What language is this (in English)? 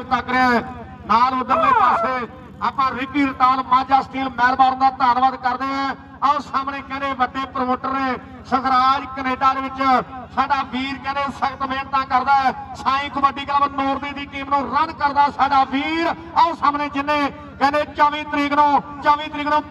Punjabi